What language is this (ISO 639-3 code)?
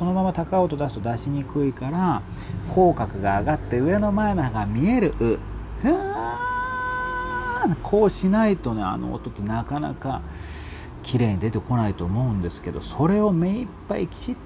jpn